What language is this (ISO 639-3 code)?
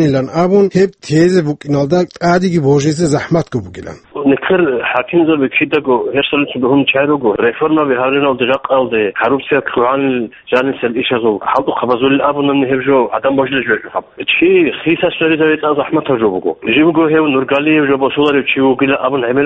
ava